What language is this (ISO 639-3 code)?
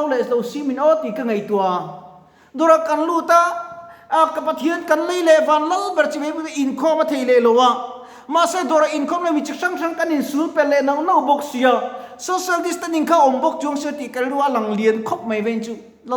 lus